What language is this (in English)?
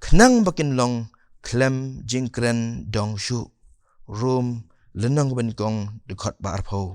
Khasi